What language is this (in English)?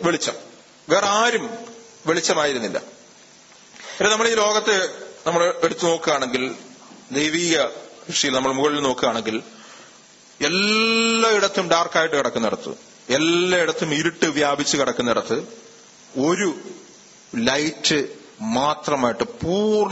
Malayalam